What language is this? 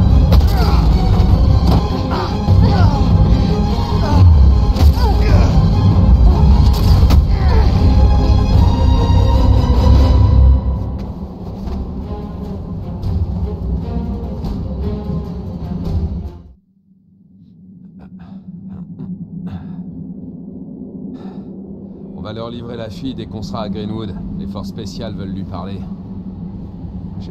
French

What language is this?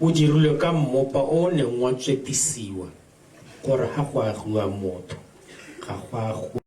Tswana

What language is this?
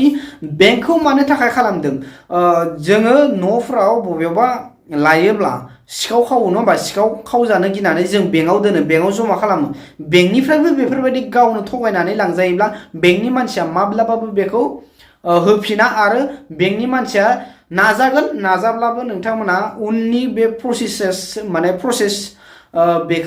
Bodo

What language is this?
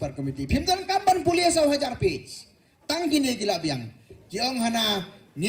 Khasi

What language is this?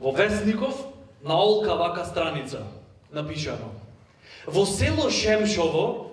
Macedonian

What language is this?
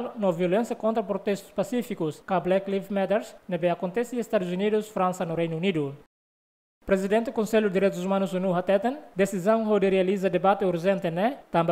Tetum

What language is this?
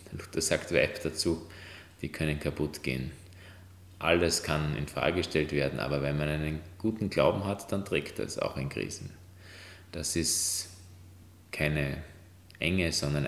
German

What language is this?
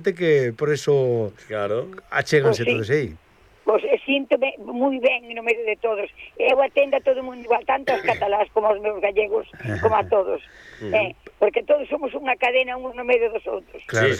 Galician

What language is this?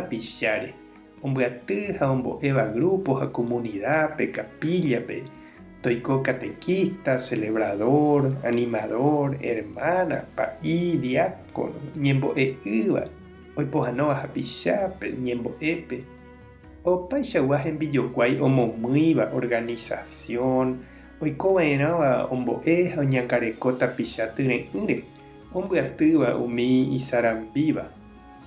Guarani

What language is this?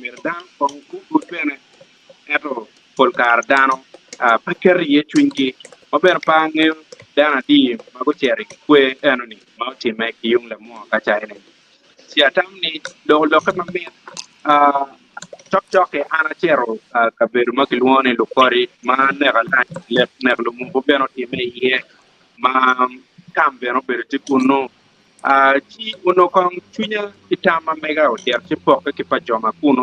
Acoli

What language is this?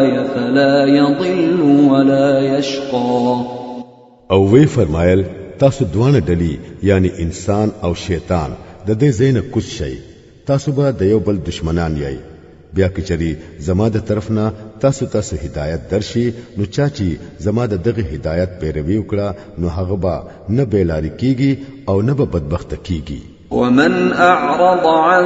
Pashto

